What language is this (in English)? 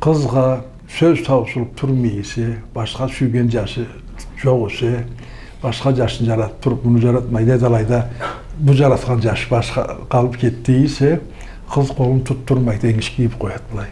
Karachay-Balkar